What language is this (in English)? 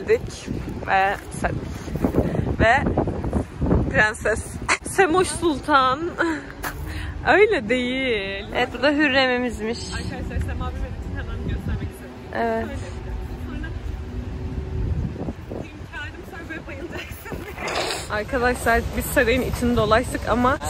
Turkish